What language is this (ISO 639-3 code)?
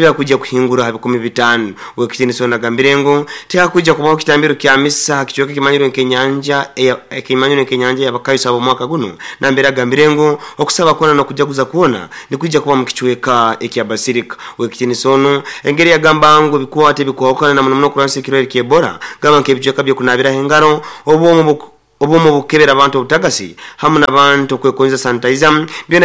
nyo